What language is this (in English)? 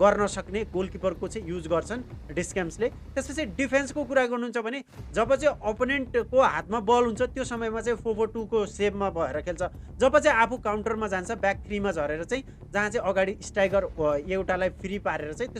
Nepali